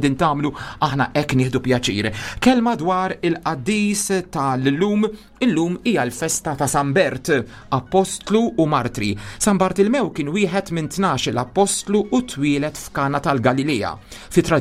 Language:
Maltese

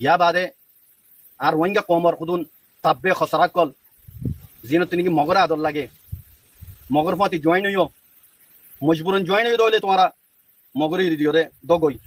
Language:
Rohingya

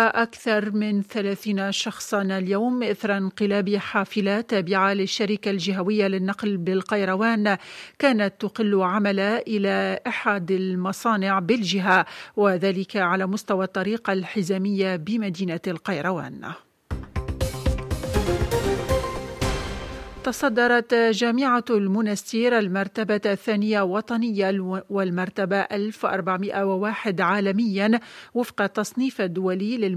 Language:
Arabic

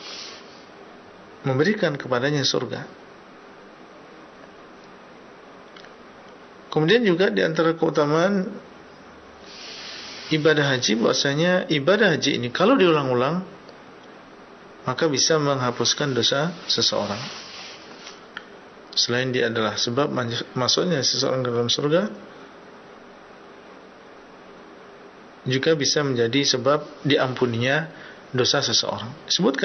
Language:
Indonesian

